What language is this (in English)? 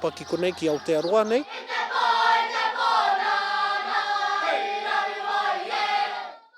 Māori